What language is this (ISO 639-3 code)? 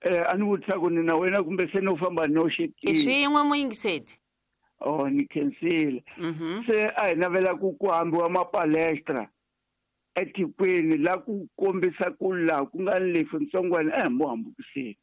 tso